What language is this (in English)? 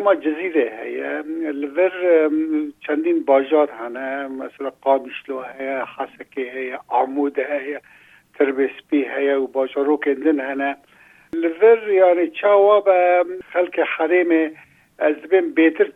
Kurdish